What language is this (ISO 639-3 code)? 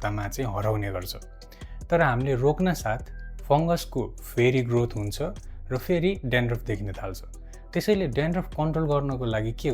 nep